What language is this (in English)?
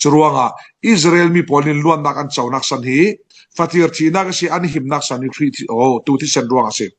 Falam Chin